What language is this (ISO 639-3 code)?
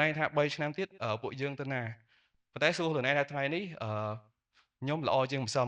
khm